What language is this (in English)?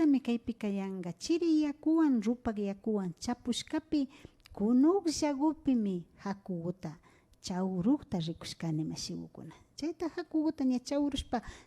Imbabura Highland Quichua